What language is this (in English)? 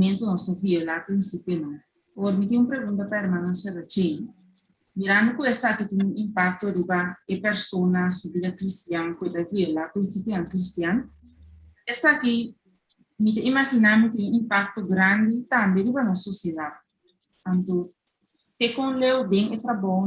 Papiamento